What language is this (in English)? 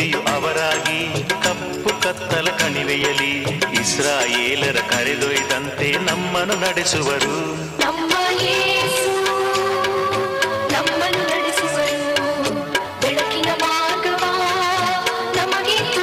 Kannada